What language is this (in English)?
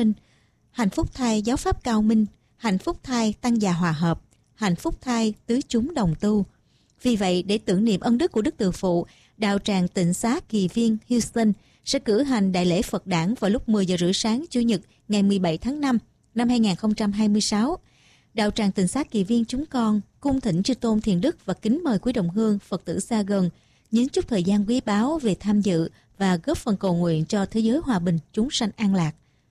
Vietnamese